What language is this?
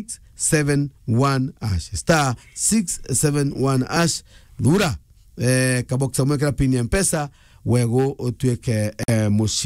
Meru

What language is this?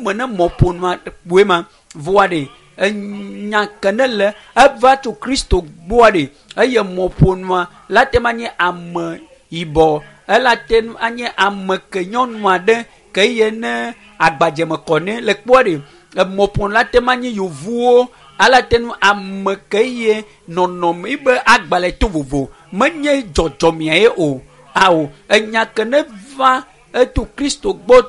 Ewe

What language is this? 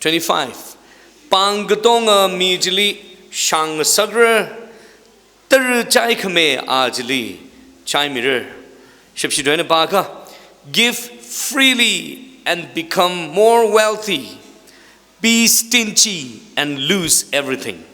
Tangkhul Naga (India)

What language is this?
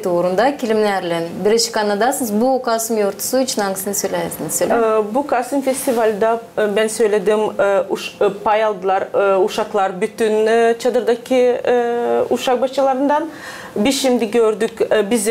Gagauz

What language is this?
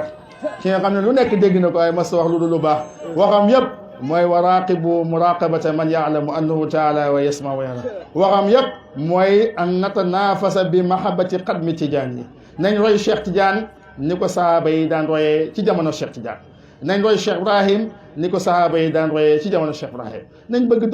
Wolof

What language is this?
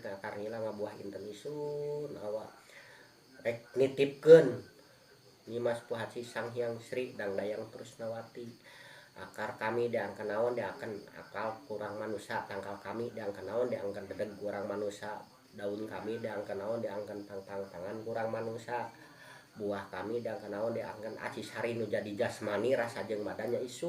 Sundanese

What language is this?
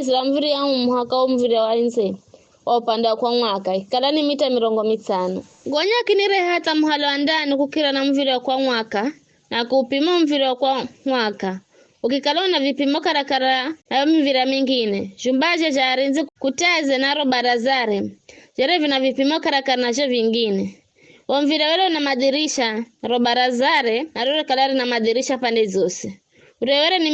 Giryama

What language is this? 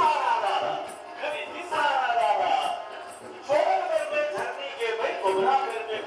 Maithili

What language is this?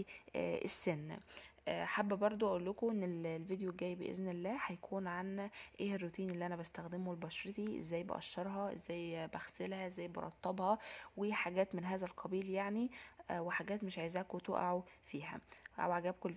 Egyptian Arabic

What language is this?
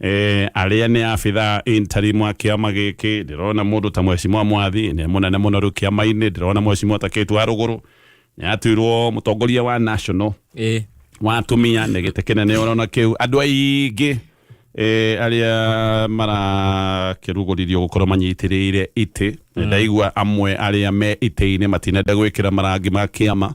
Kikuyu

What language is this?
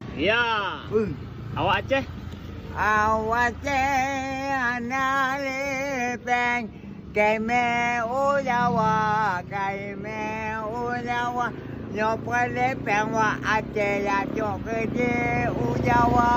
Achinese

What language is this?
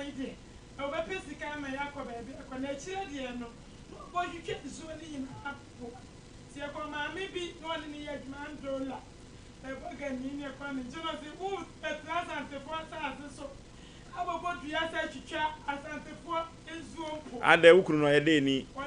Akan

